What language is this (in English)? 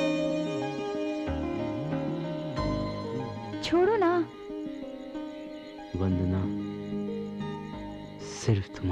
Hindi